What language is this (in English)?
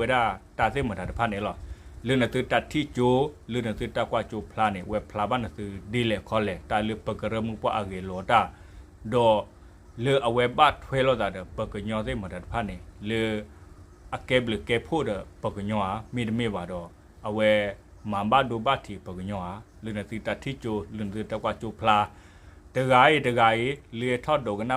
S'gaw Karen